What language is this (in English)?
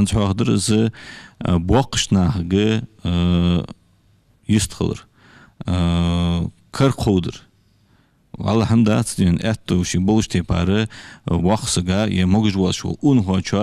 Ingush